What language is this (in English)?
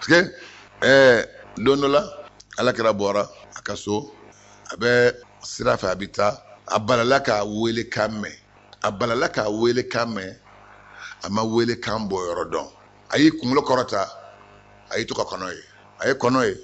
Bambara